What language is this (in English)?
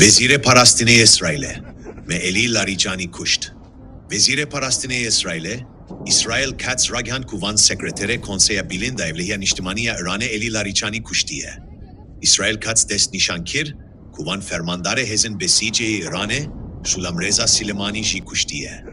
Kurdish